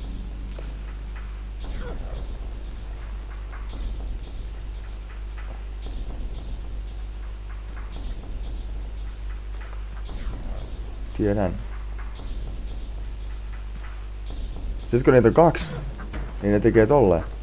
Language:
Finnish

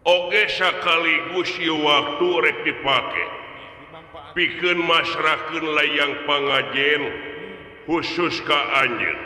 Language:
Sundanese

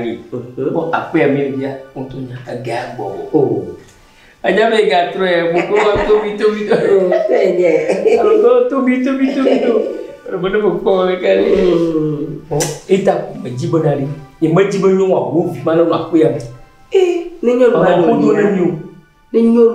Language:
Ewe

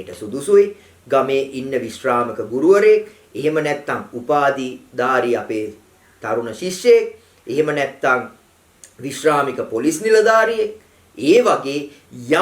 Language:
Sinhala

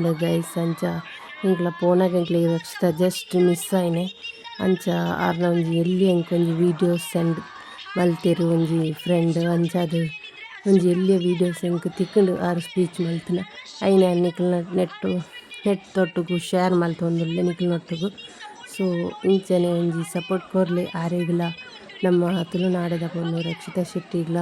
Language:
Tulu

